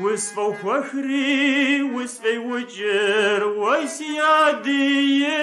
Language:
Kabardian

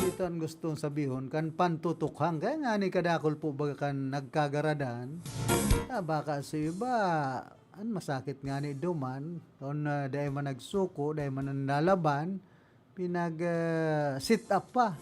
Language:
Bikol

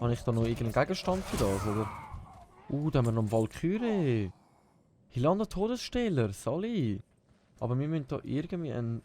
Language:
Swiss German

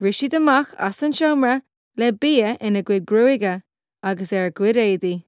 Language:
Irish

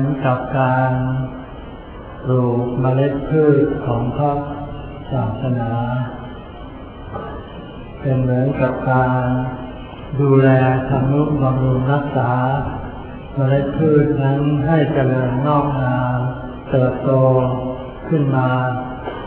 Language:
Thai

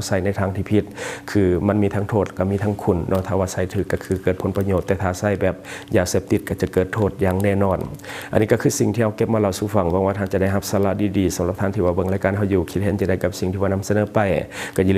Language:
Lao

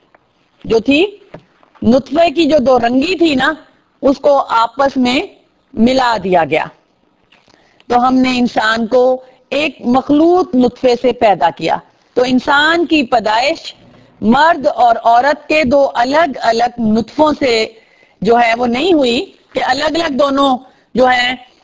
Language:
Urdu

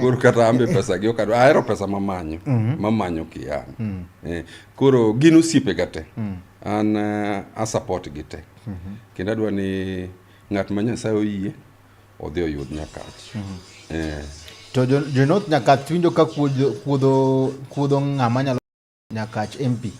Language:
Luo (Kenya and Tanzania)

